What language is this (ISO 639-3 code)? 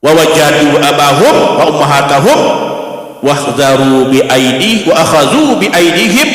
sas